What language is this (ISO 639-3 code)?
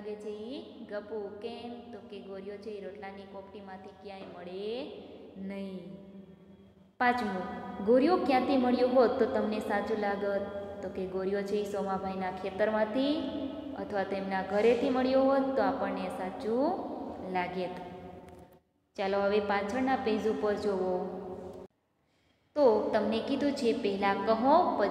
guj